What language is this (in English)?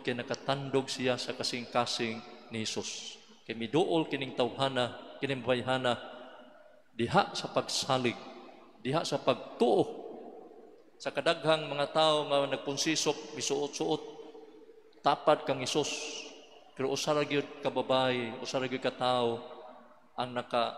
Cebuano